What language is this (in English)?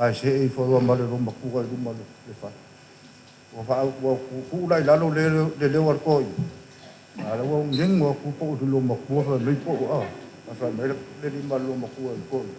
Samoan